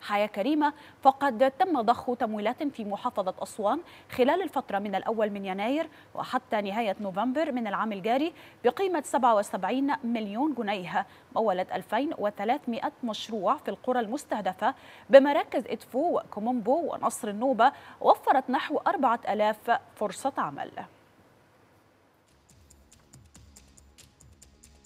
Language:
Arabic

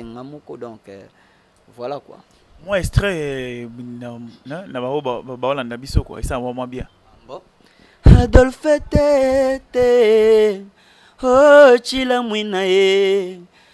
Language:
Lingala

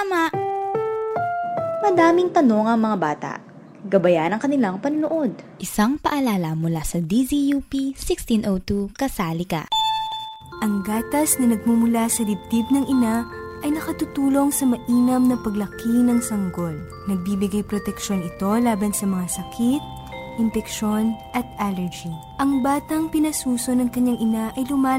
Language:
Filipino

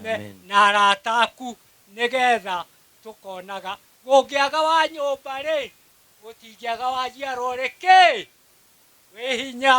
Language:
Kikuyu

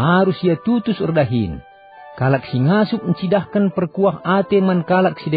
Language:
Batak Karo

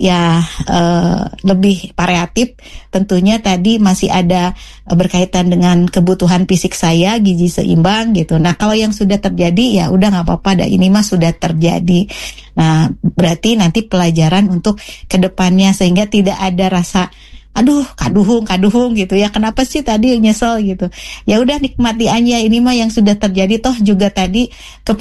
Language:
Indonesian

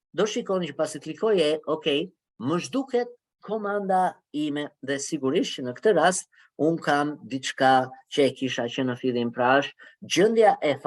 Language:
Albanian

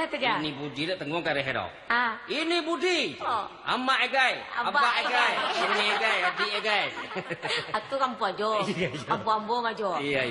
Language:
Minangkabau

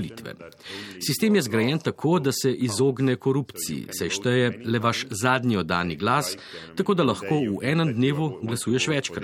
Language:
Slovenian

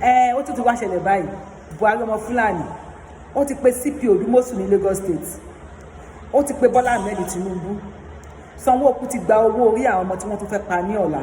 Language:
Yoruba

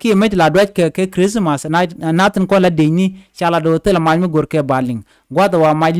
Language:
Nuer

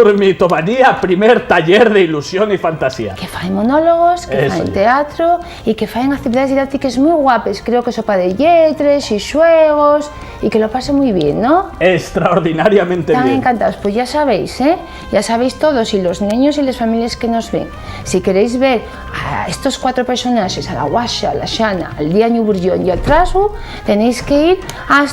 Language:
Asturian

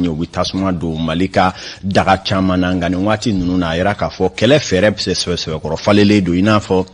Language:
Bambara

